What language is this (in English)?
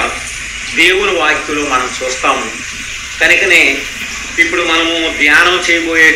Telugu